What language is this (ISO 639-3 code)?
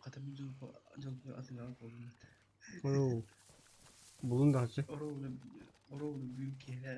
sah